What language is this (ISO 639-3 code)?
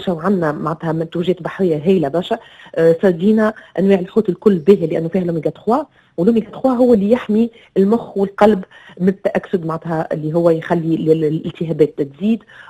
aeb